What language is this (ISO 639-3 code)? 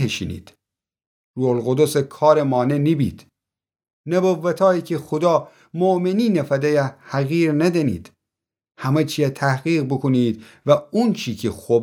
glk